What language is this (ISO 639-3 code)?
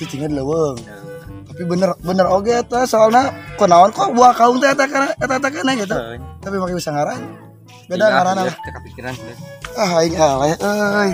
sun